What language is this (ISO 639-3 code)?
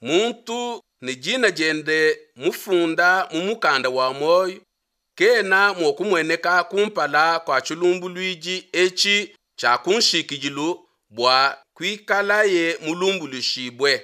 lua